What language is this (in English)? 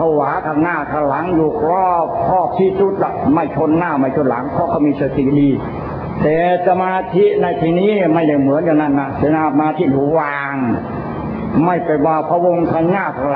Thai